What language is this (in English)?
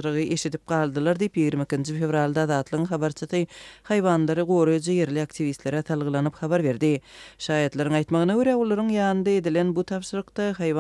Turkmen